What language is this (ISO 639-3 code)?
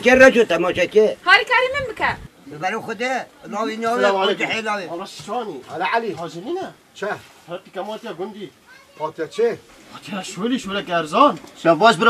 kur